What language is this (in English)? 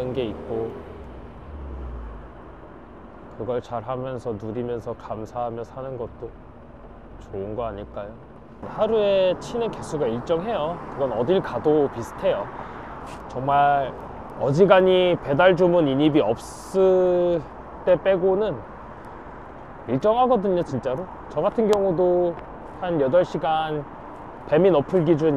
Korean